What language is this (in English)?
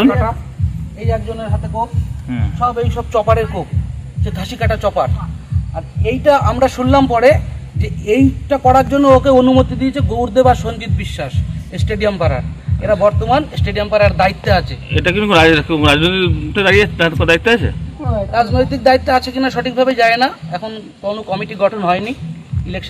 Bangla